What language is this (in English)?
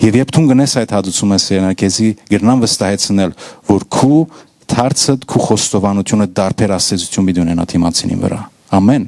Western Armenian